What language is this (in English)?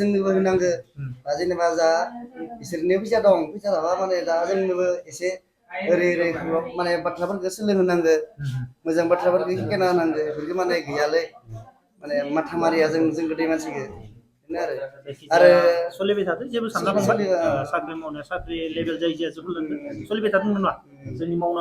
Bodo